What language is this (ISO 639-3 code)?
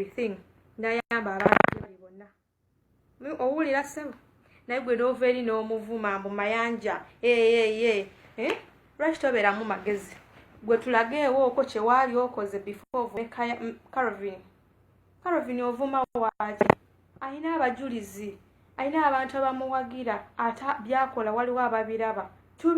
lug